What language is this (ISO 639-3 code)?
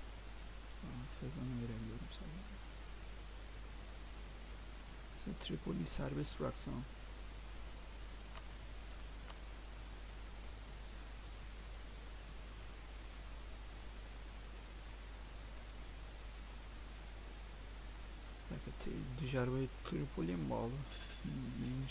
tur